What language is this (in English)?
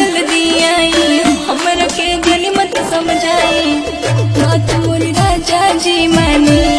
Bhojpuri